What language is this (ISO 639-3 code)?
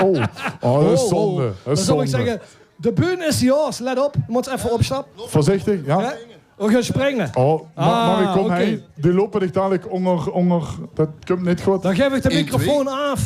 lim